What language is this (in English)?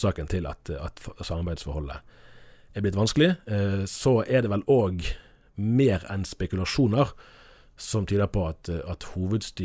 Norwegian